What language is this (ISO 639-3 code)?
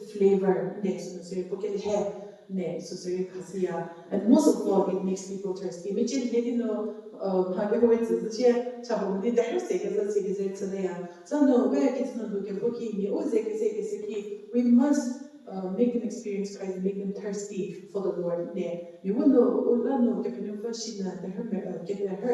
njm